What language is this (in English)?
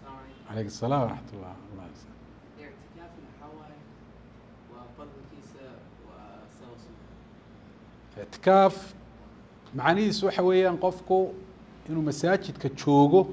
Somali